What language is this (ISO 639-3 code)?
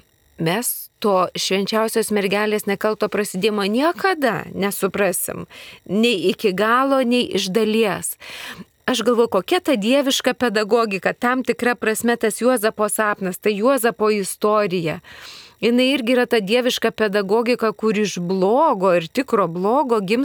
lit